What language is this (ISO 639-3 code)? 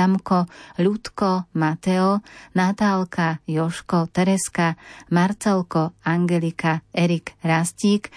slk